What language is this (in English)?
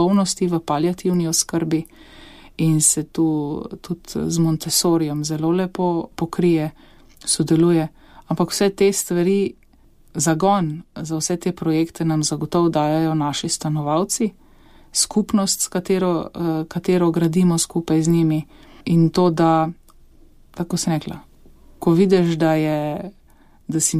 Slovenian